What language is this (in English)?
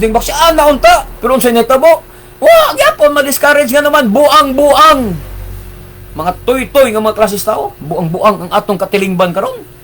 Cebuano